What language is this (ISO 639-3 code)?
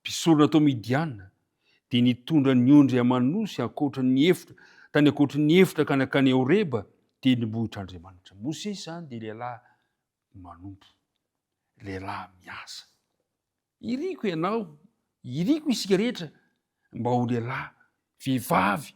mlg